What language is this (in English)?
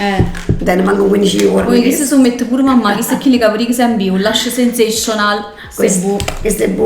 Neapolitan